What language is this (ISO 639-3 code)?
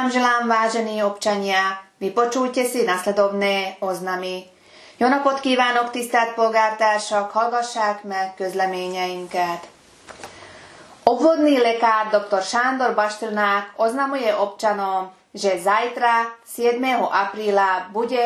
slk